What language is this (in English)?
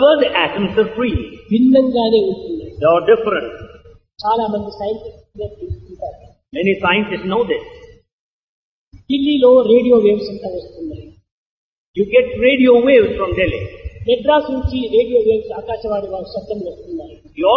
Telugu